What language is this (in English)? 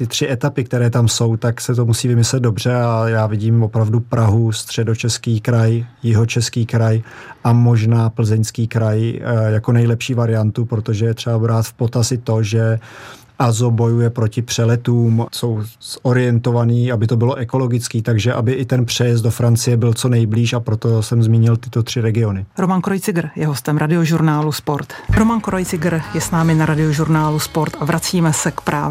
Czech